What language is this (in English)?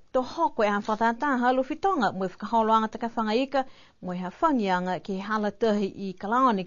Niuean